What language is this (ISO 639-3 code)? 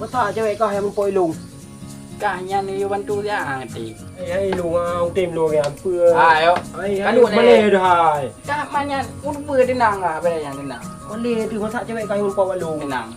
ace